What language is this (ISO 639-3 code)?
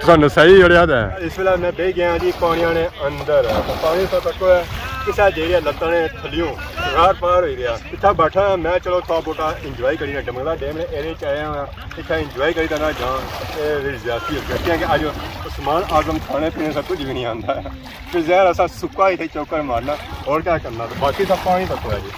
phr